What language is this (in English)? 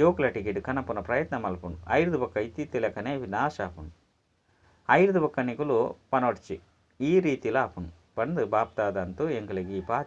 Tulu